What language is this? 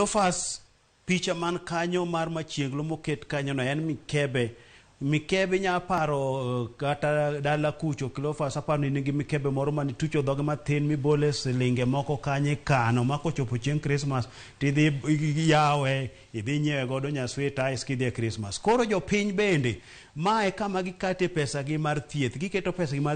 Luo (Kenya and Tanzania)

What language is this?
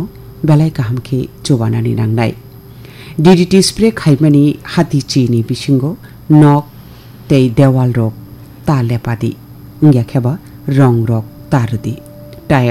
Kok Borok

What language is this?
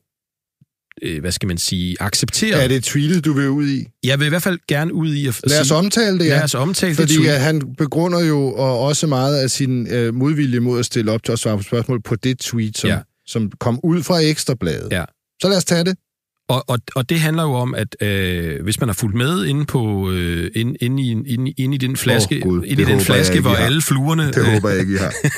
Danish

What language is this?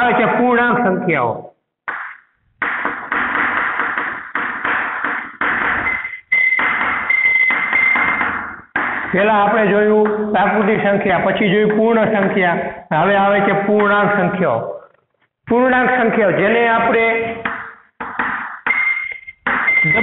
Gujarati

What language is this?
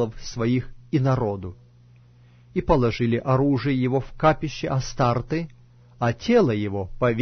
Russian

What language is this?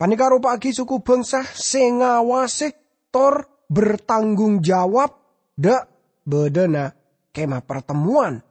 Madurese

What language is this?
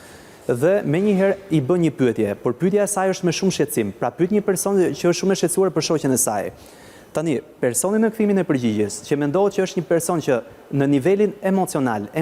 Albanian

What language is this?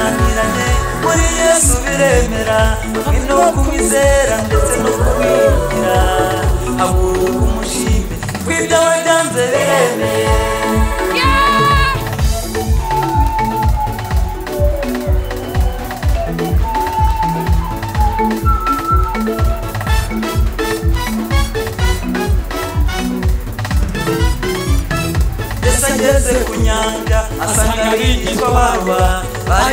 Kinyarwanda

